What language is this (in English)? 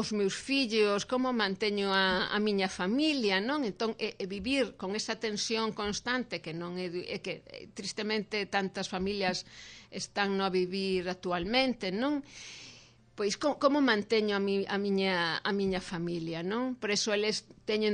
Galician